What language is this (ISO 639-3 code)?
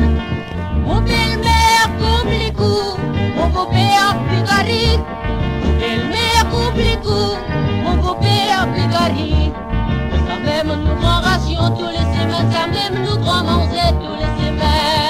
mfe